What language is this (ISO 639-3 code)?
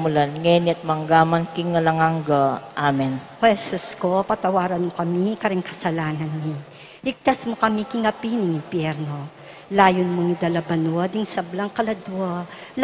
pam